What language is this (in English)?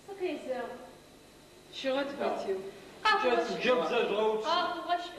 Adyghe